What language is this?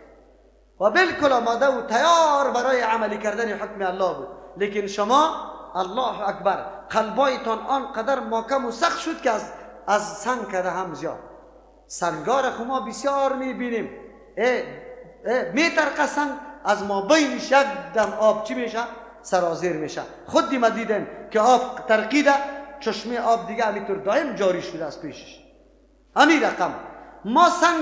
Persian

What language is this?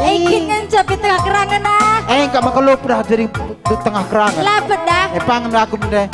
Batak Karo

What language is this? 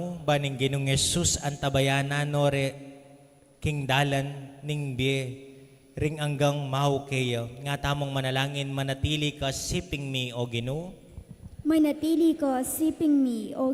Pampanga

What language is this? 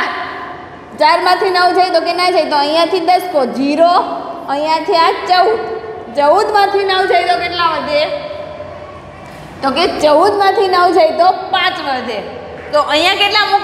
Gujarati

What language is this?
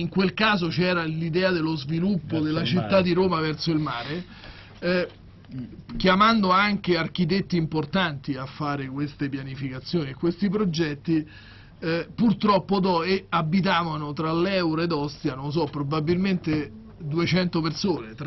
Italian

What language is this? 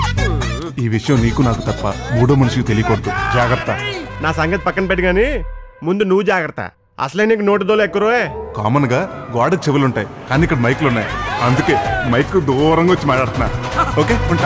Telugu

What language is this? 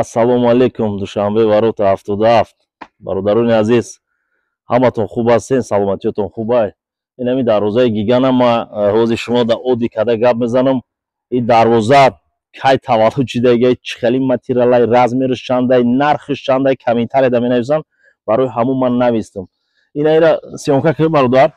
Tajik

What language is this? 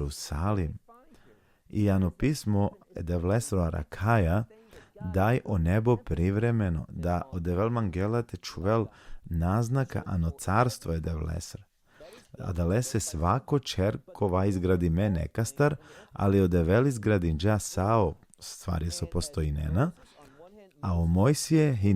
Balkan Romani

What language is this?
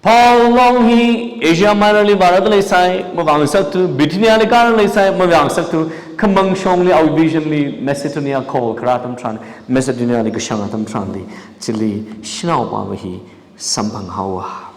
Tangkhul Naga (India)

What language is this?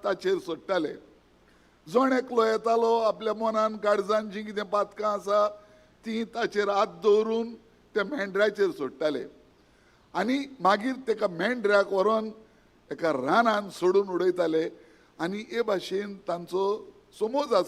Konkani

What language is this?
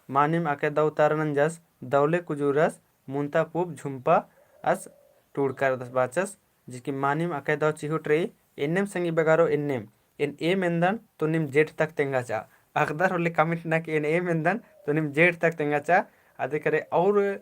Kurukh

